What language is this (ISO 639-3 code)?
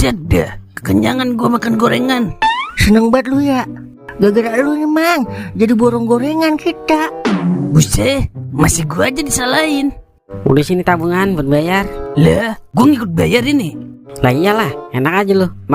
bew